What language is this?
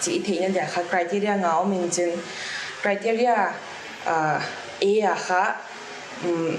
Paite Chin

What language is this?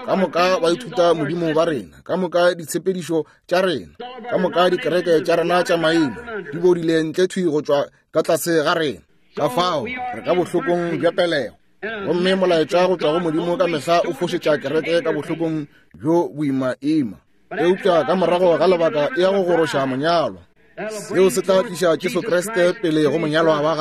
Northern Sotho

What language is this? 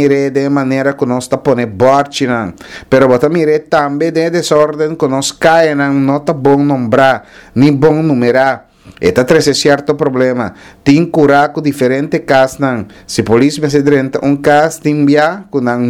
Papiamento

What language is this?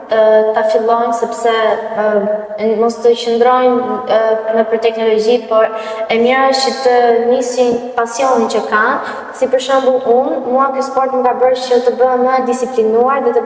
Albanian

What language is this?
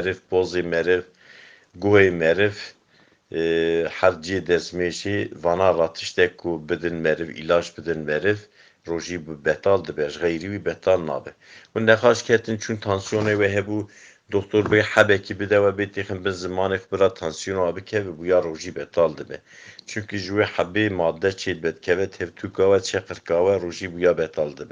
Kurdish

